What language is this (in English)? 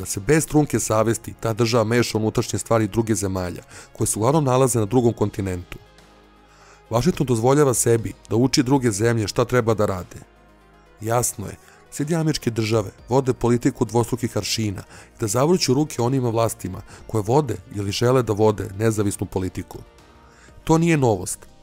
Serbian